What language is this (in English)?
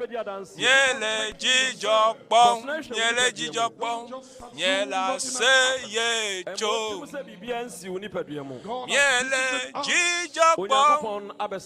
Ewe